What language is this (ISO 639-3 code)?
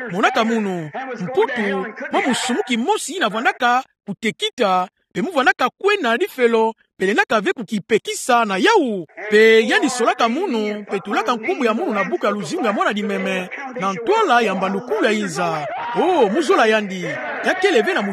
ktu